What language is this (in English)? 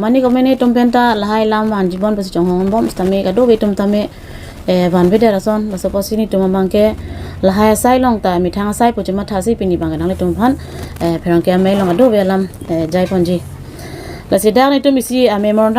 Karbi